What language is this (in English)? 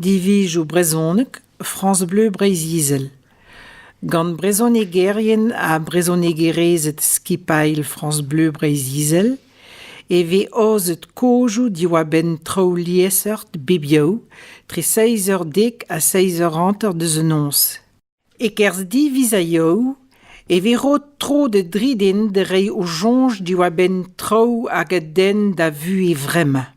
Breton